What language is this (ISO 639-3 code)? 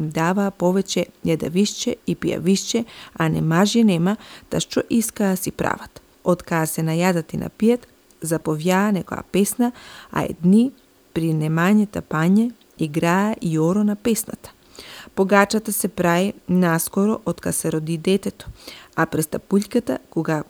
mkd